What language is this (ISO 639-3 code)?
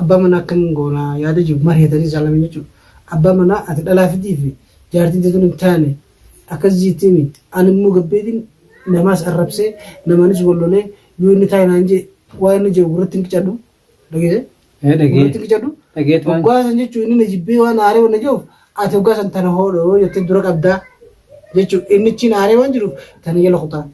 orm